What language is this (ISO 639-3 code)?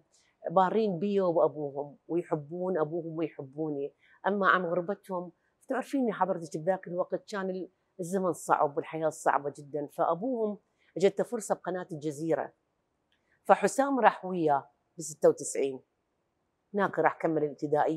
acm